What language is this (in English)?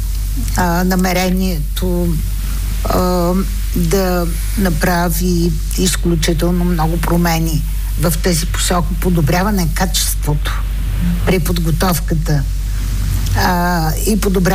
Bulgarian